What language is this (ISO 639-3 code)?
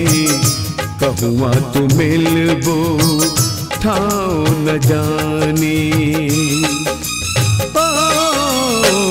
bho